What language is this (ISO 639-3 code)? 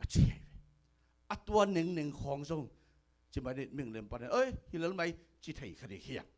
ctd